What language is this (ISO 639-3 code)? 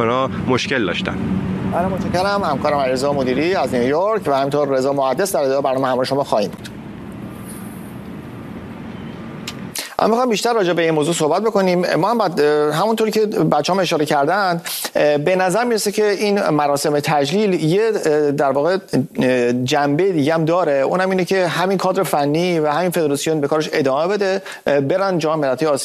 fas